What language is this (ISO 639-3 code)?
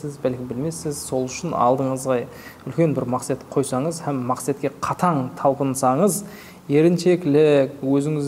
kaa